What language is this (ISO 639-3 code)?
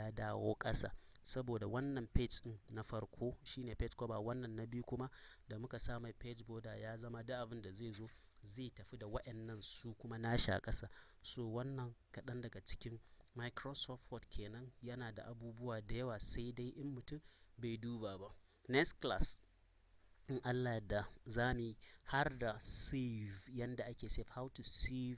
hau